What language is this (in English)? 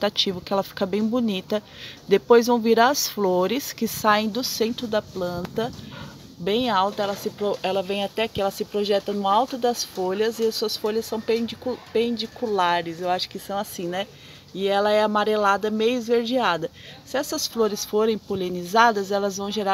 Portuguese